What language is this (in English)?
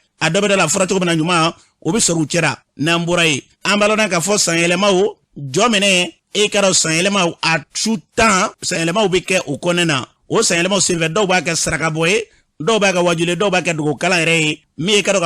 Bambara